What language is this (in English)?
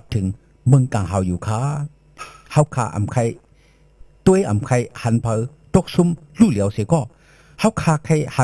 Shan